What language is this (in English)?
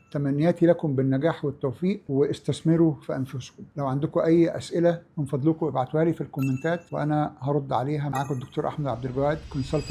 Egyptian Arabic